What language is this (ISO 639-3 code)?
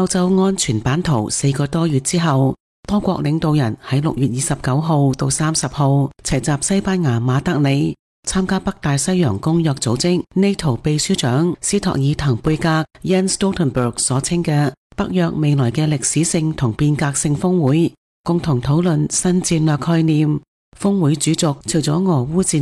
yue